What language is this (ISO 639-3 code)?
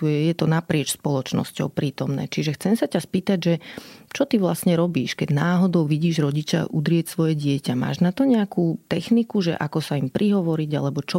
slk